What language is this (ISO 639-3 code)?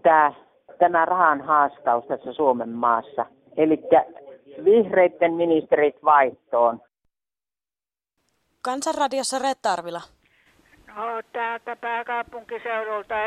fin